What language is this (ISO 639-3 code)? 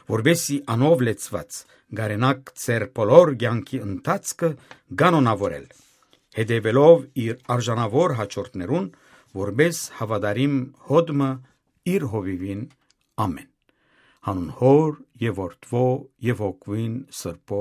hyw